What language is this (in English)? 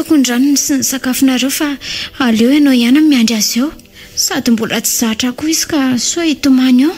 Malagasy